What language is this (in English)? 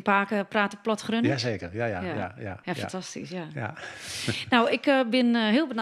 Western Frisian